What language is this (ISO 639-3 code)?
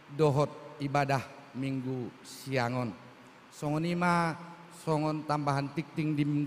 bbc